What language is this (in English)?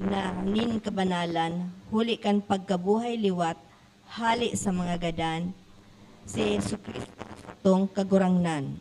Bikol